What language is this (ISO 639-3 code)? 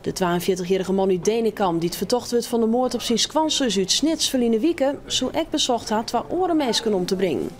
fry